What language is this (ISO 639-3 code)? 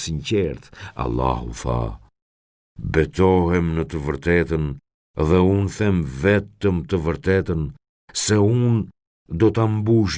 sqi